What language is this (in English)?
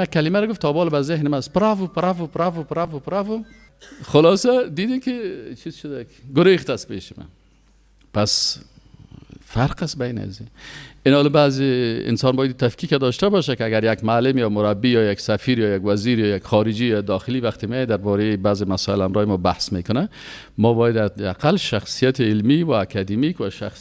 Persian